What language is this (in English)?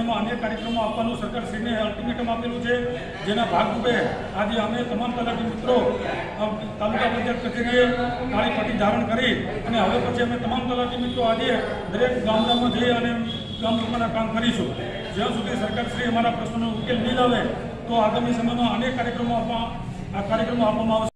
Gujarati